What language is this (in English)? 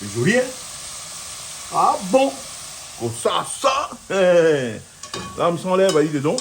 Réunion Creole French